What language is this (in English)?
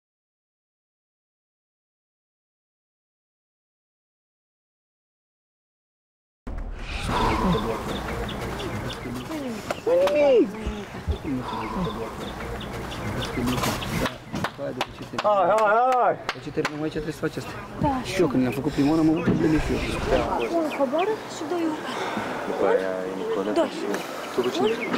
Romanian